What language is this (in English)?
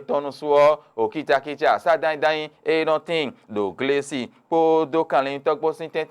Fon